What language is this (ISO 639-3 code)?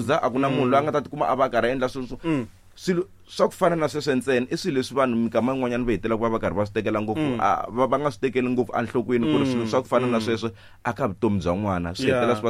tso